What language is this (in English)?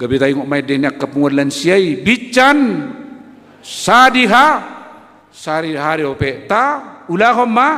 Batak Toba